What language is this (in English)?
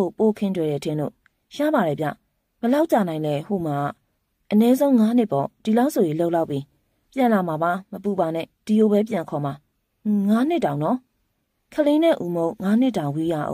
Burmese